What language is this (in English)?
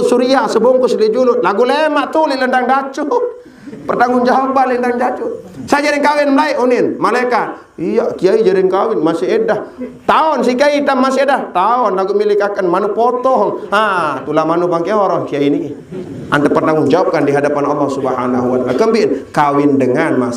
Sasak